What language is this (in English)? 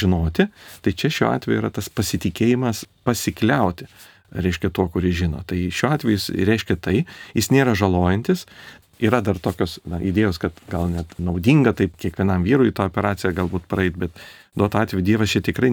Lithuanian